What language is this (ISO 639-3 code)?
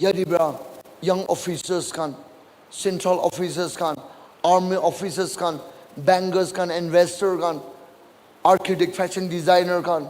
nag